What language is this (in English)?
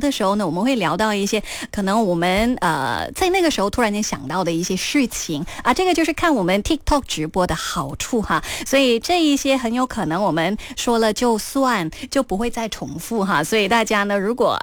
Chinese